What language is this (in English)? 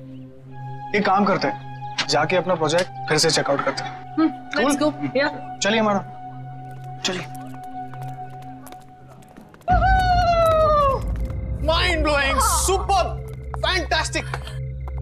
Hindi